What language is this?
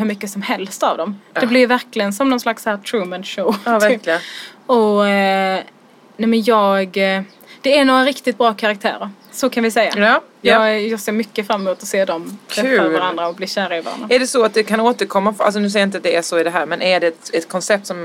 Swedish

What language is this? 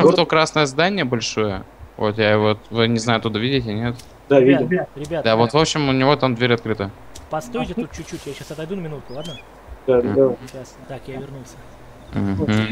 Russian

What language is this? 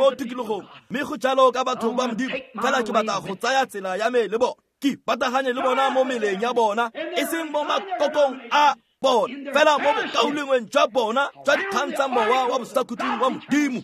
Tswana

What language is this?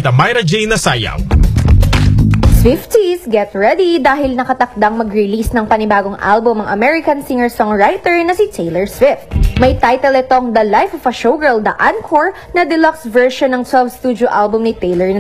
Filipino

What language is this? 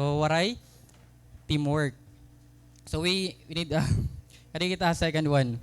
Waray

